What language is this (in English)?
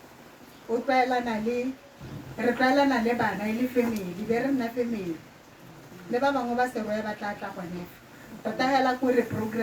Tswana